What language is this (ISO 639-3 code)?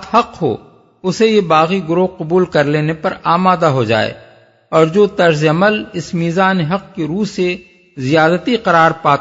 urd